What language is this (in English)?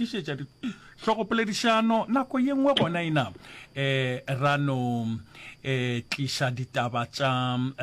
Northern Sotho